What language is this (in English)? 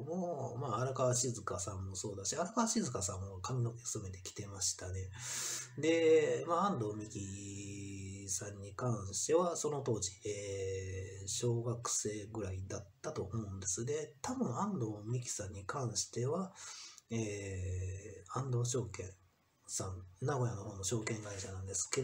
Japanese